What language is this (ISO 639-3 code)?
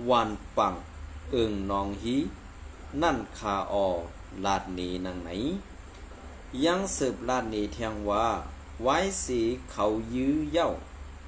shn